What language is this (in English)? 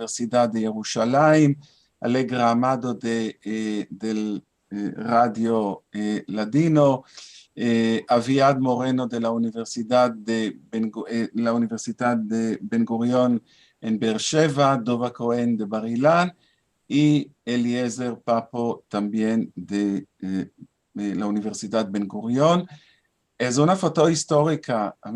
Ladino